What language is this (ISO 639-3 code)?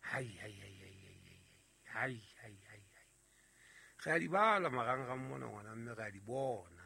sot